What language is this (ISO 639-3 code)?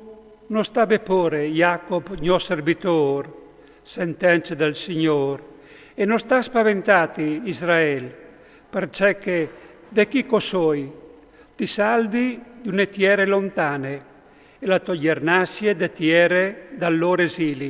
fur